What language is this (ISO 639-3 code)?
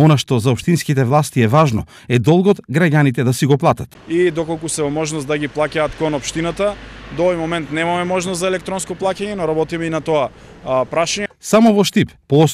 mkd